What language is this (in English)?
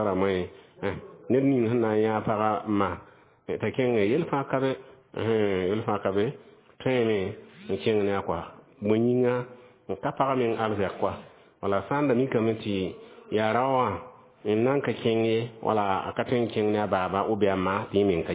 Mossi